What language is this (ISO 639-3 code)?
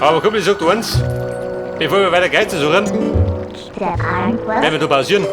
bar